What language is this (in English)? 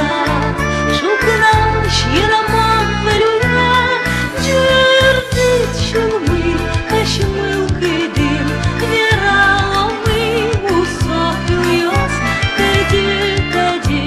Udmurt